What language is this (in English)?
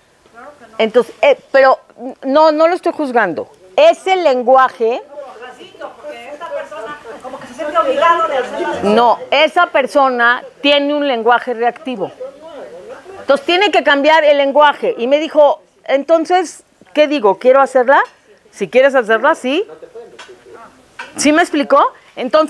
Spanish